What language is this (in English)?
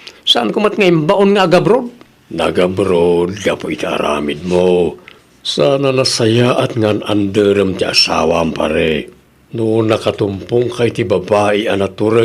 Iloko